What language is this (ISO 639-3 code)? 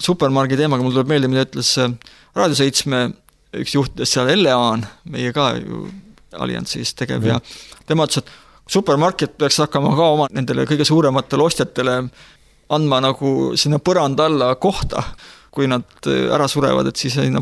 est